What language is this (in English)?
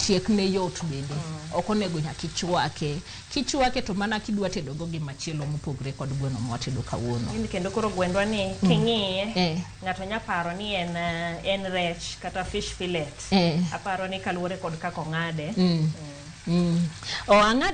Luo (Kenya and Tanzania)